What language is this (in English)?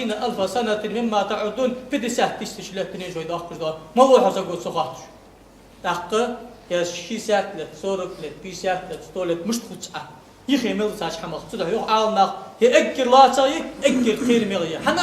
Ingush